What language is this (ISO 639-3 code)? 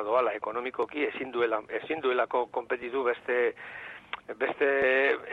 eus